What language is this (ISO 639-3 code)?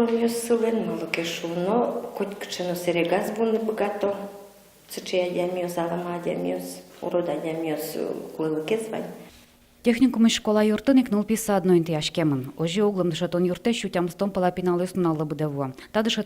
udm